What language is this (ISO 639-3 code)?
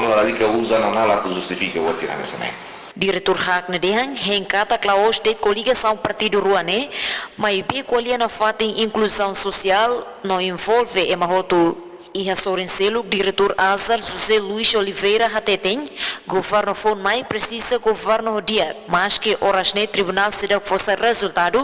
tet